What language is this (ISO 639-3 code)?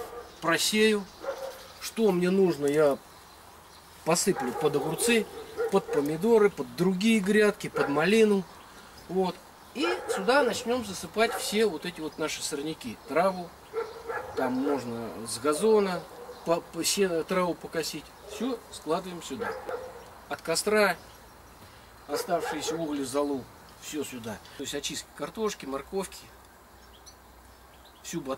rus